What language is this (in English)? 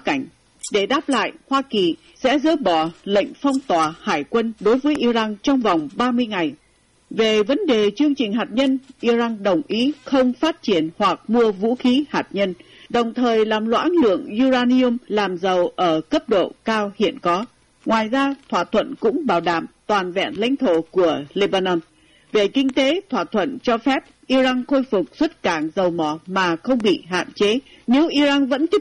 Vietnamese